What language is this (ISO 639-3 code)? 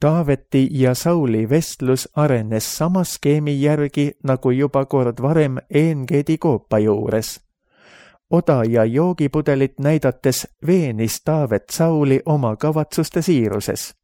est